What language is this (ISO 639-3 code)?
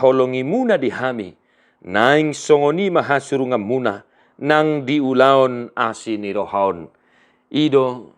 bbc